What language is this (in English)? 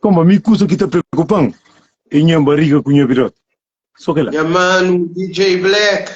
Kabuverdianu